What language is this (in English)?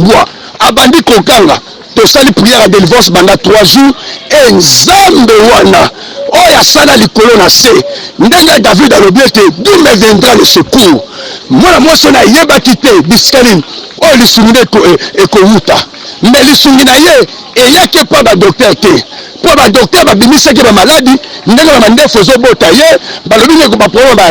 Lingala